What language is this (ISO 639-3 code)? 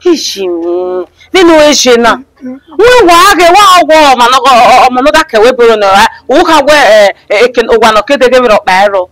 bin